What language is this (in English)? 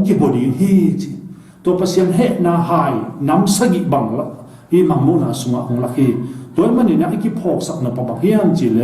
Tedim Chin